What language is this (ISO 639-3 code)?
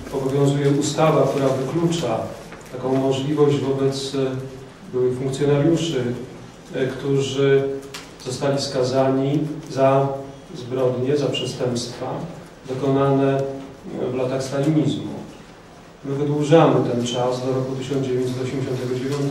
pol